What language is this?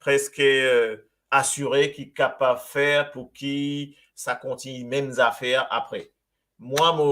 Morisyen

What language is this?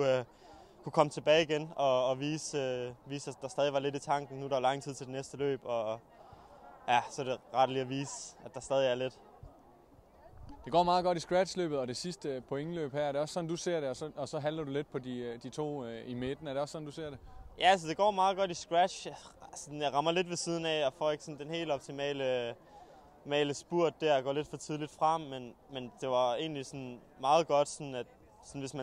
Danish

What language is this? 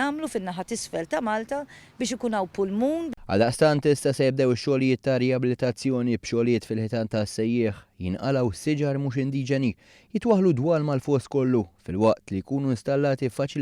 Maltese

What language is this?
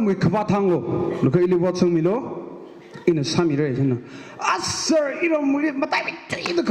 Tangkhul Naga (India)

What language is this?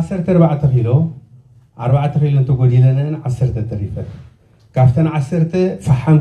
Tigrinya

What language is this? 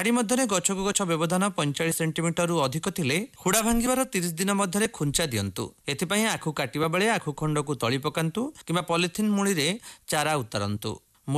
Odia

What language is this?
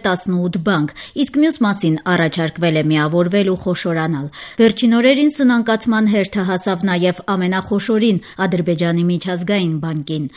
Armenian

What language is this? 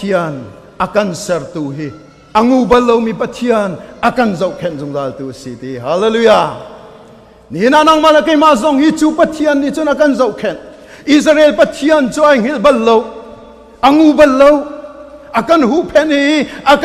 Hakha Chin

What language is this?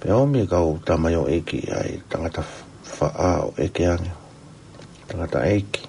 Tongan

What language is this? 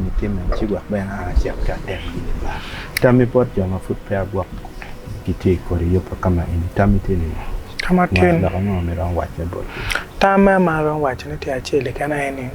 Acoli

